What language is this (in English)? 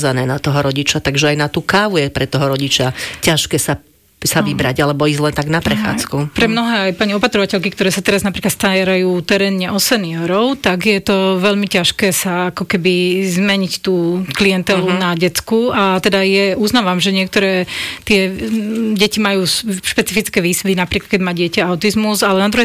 Slovak